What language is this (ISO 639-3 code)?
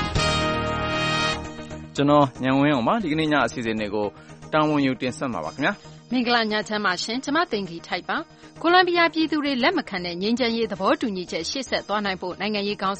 mya